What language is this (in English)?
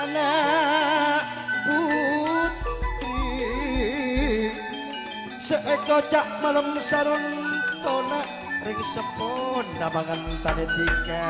Madurese